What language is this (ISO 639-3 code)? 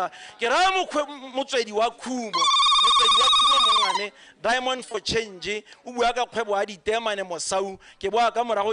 tsn